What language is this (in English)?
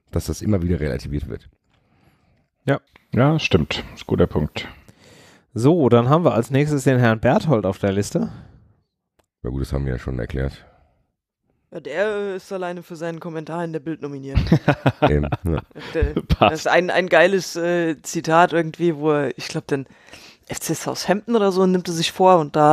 German